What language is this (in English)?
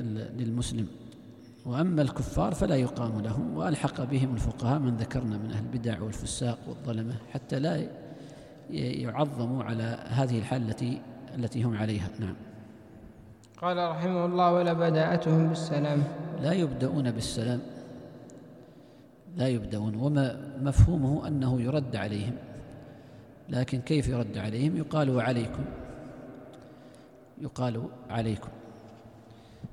Arabic